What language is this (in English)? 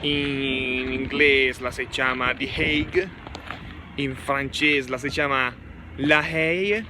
Lombard